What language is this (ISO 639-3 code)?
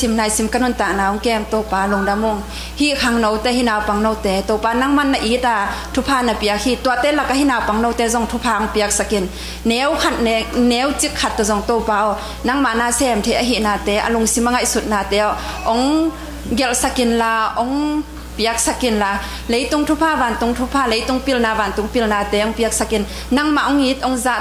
ctd